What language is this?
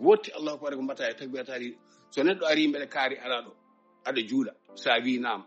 Fula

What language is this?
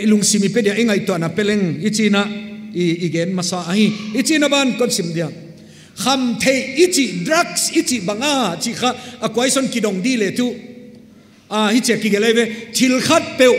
Paite Chin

